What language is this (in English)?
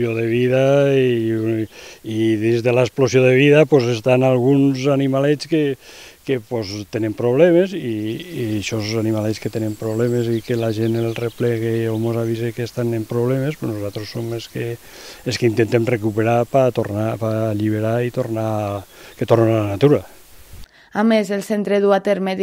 Catalan